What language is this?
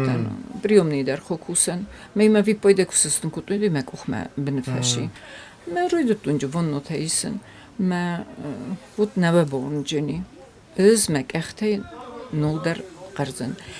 Ossetic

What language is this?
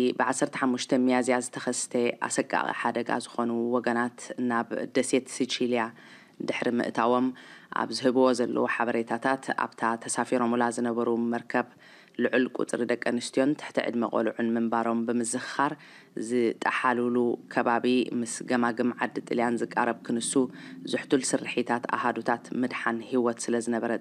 Tigrinya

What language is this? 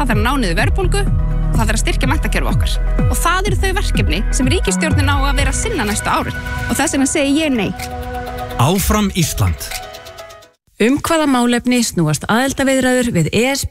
Icelandic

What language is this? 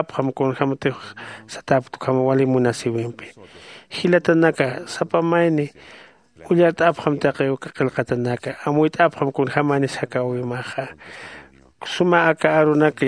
Aymara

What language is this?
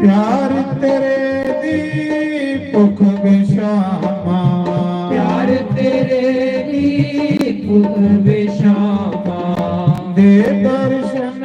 Dogri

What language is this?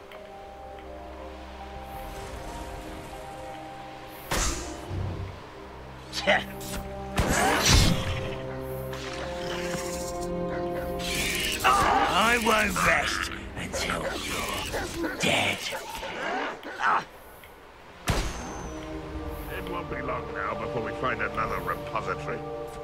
English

